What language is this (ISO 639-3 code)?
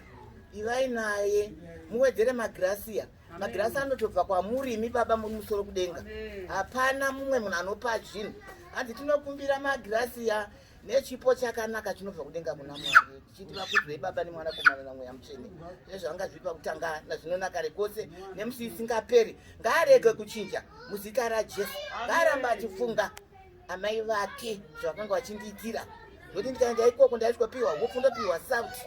sna